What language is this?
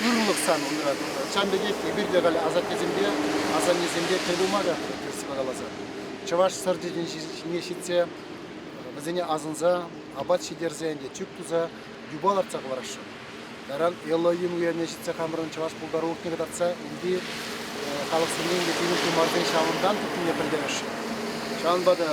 Chuvash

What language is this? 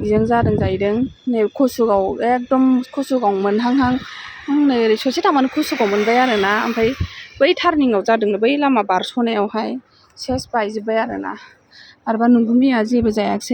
Bodo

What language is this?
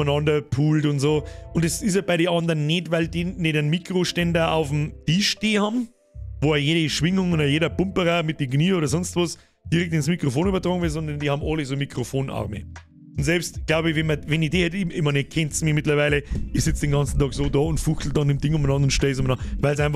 Bavarian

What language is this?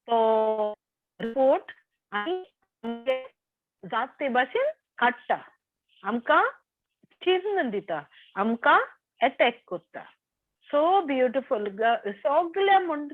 Konkani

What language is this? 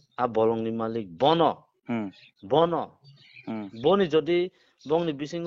Kok Borok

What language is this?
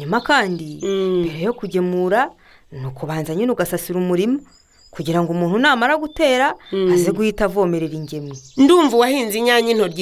Kinyarwanda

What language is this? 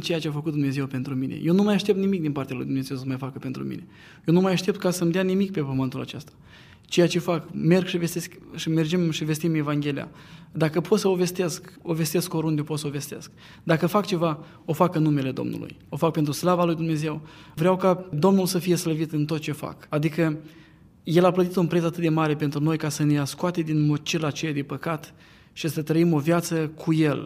Romanian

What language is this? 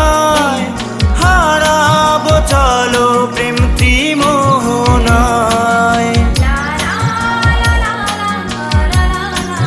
Bangla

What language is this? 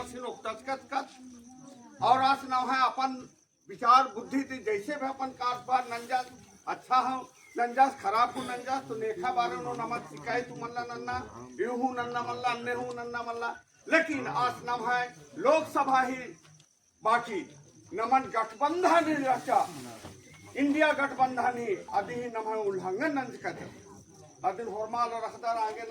Kurukh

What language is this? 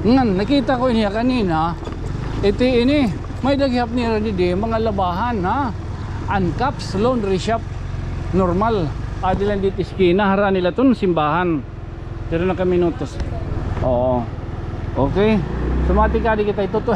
Waray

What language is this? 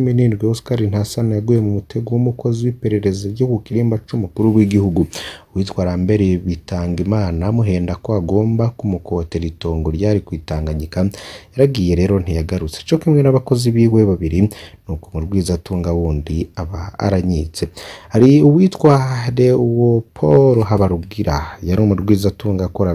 Rundi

